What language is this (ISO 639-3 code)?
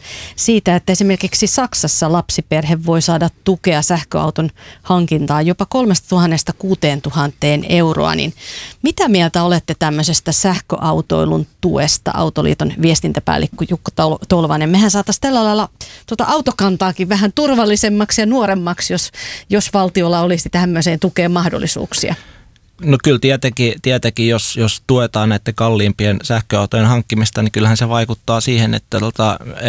fin